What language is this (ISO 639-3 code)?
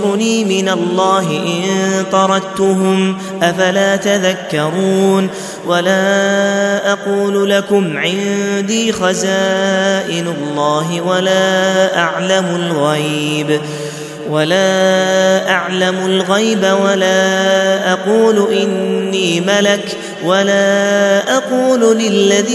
ara